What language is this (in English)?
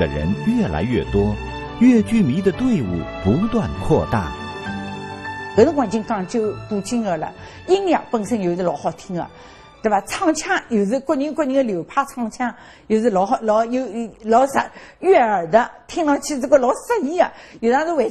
Wu Chinese